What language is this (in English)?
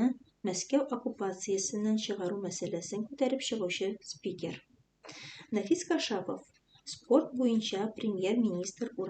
Tatar